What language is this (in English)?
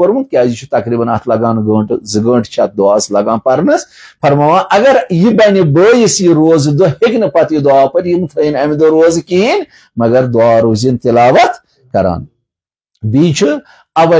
Kashmiri